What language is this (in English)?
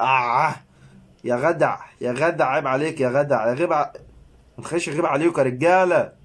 Egyptian Arabic